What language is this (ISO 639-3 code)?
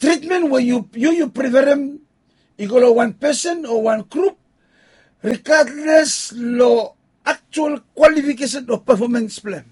bis